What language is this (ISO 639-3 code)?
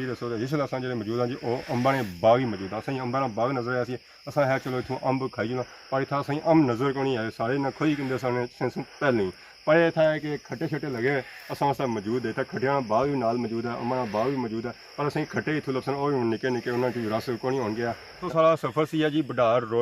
phr